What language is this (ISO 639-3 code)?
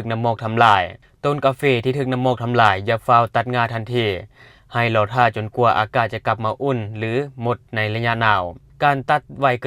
lao